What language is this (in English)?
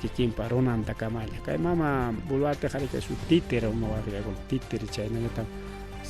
Ayacucho Quechua